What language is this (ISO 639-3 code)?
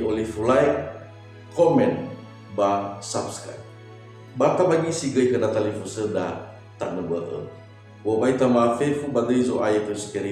nia